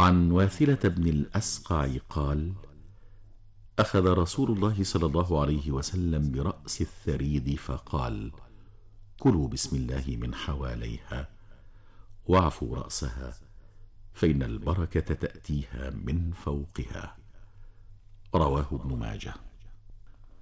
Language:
Arabic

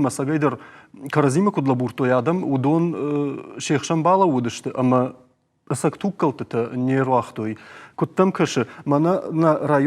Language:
Ossetic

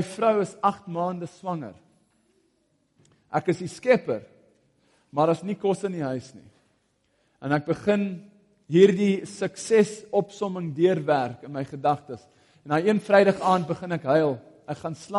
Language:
Afrikaans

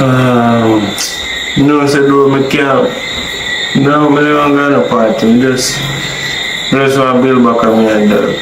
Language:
Jamaican Creole English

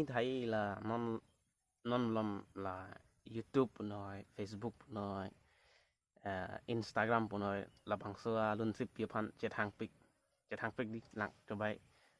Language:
Karbi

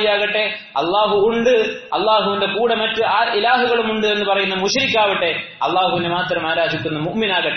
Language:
Malayalam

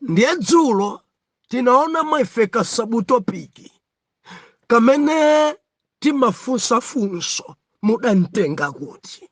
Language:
Nyanja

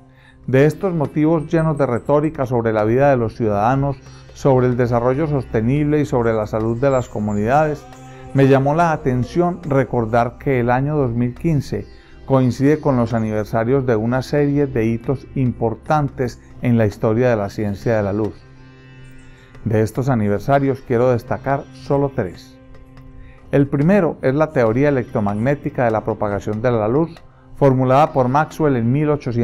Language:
Spanish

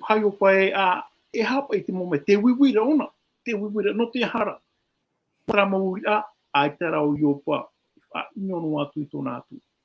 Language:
Tahitian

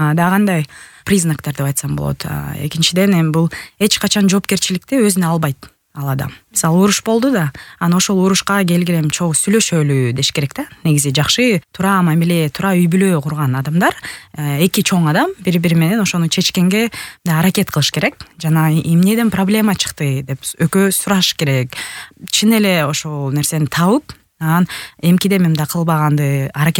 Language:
Kyrgyz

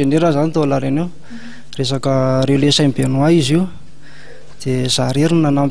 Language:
Malagasy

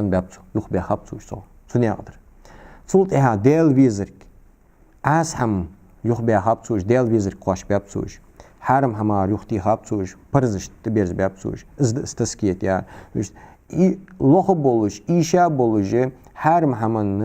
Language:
Ingush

